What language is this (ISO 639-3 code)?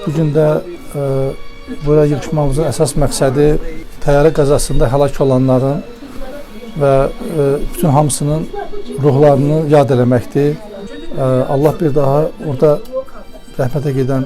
aze